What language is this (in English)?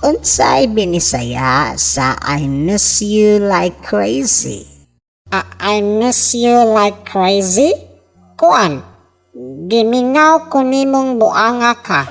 Cebuano